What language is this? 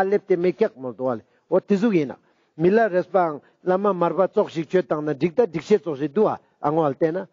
Ladakhi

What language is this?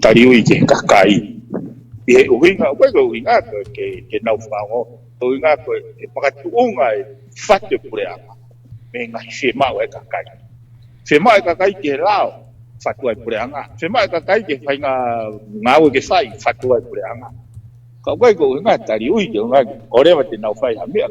Tongan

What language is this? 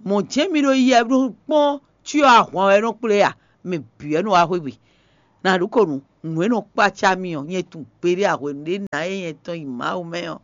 Fon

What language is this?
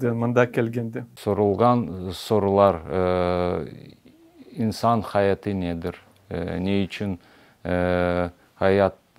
Crimean Tatar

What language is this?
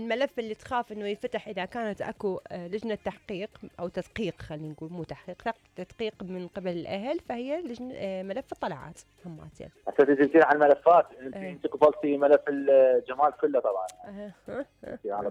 Mesopotamian Arabic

